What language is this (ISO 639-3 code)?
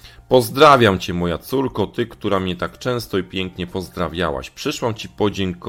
pol